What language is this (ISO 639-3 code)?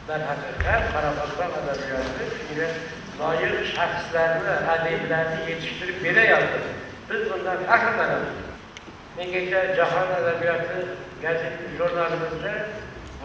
kaa